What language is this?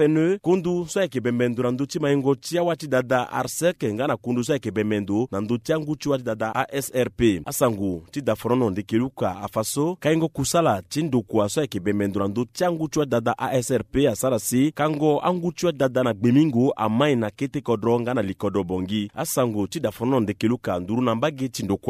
Sango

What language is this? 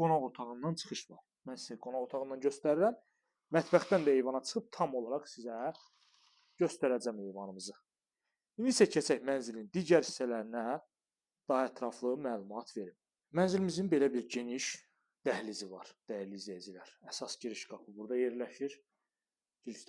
Azerbaijani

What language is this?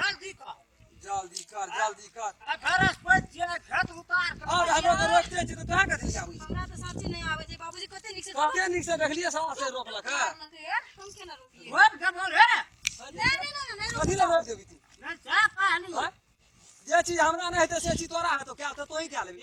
Maithili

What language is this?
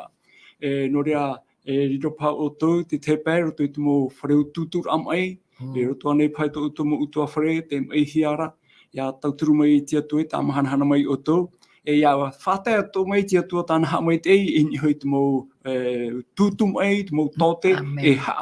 Tahitian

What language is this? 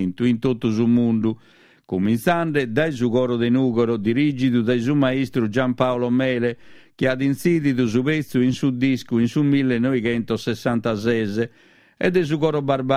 Sardinian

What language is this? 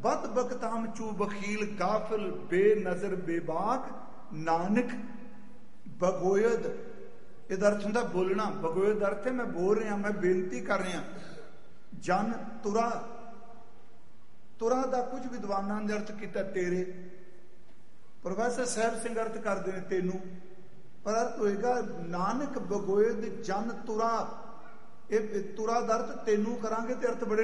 Punjabi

